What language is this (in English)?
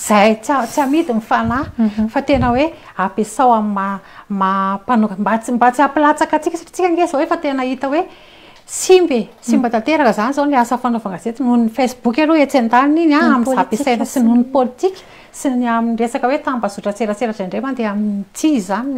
Malagasy